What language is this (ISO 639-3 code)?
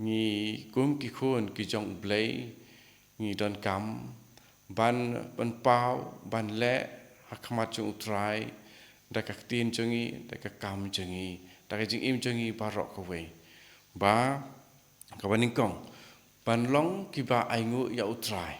kha